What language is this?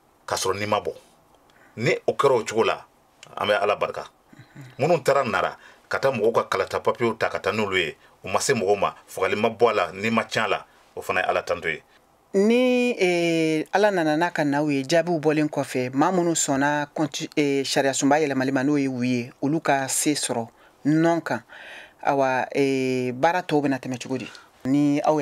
Bambara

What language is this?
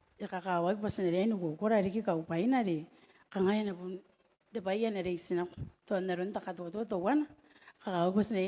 Gilbertese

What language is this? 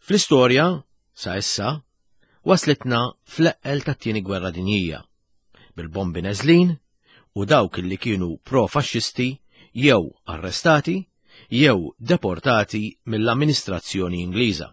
Maltese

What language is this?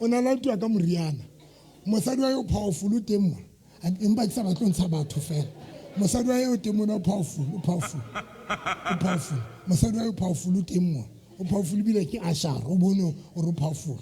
Southern Sotho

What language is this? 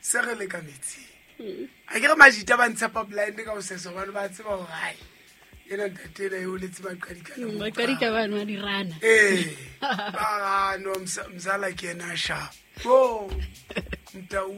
Southern Sotho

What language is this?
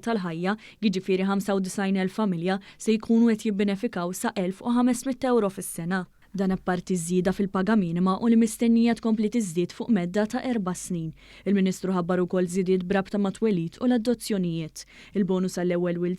Maltese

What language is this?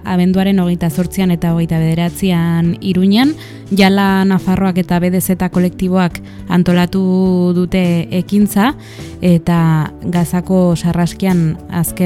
Basque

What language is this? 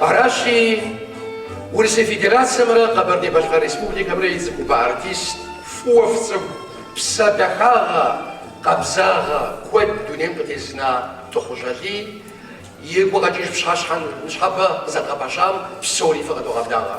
Kabardian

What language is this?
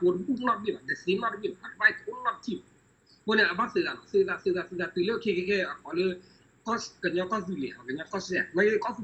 S'gaw Karen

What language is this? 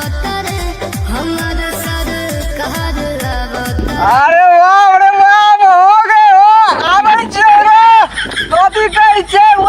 Maithili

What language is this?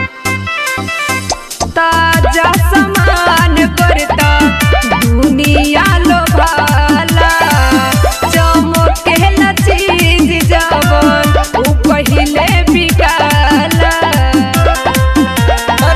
Bhojpuri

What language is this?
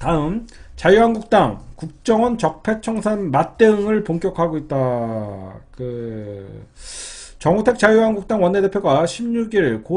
Korean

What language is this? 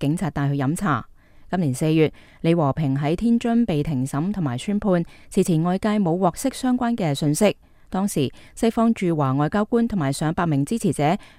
Cantonese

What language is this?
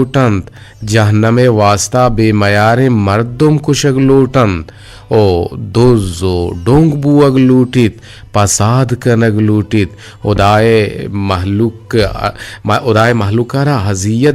Eastern Balochi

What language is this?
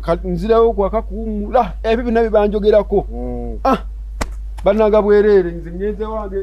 Ganda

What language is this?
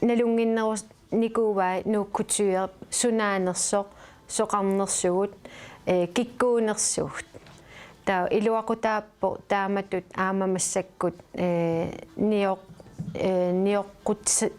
Kalaallisut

